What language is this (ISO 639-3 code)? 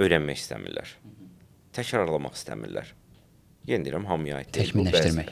aze